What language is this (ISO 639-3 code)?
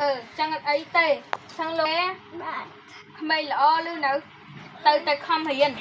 khm